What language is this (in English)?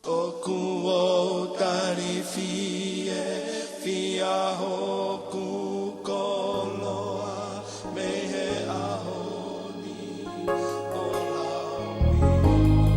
Tongan